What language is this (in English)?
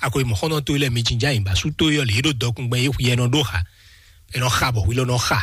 Fon